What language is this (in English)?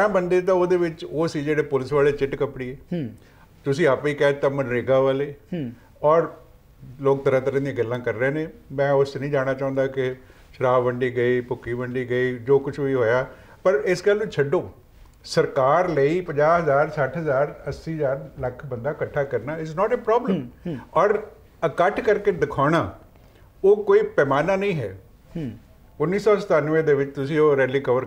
Punjabi